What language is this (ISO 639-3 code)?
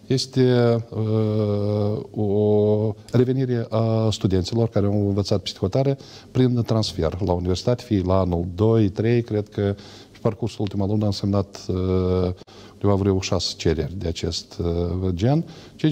ron